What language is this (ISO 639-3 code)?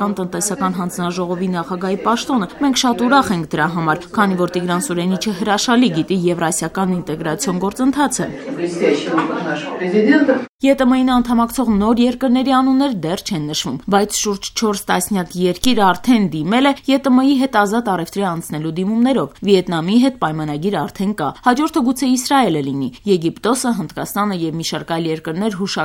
hye